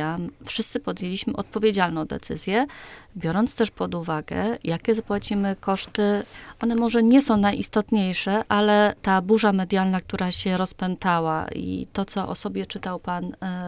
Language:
Polish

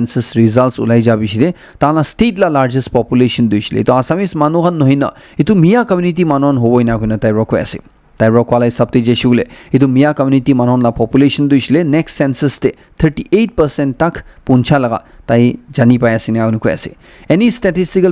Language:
Naga Pidgin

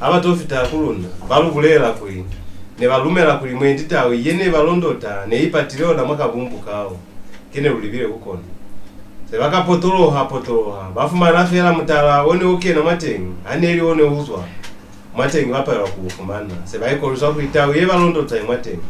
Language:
Lozi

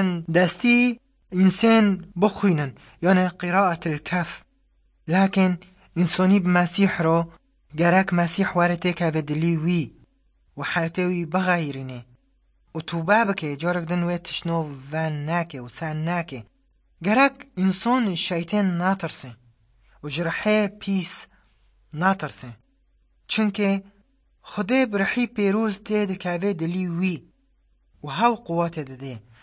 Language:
Central Kurdish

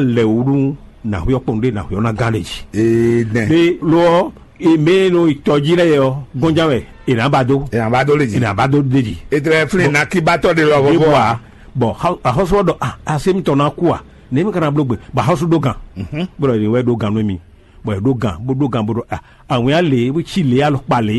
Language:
Fon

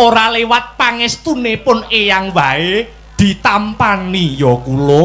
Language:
Javanese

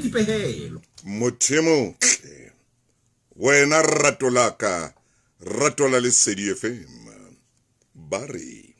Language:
Southern Sotho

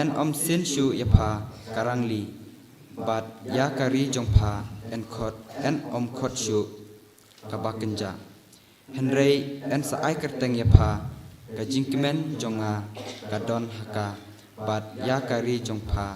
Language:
Khasi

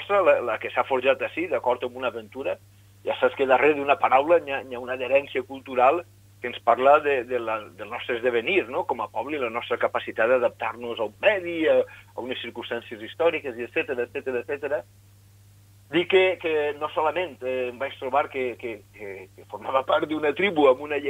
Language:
Catalan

